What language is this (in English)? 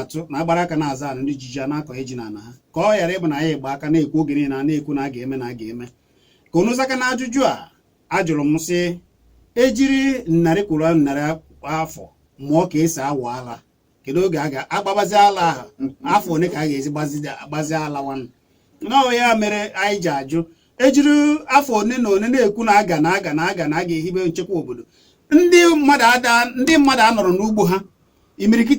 Igbo